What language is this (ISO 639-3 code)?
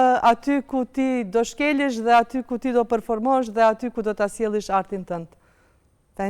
sqi